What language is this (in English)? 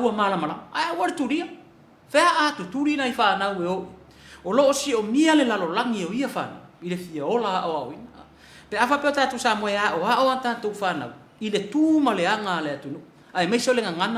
Samoan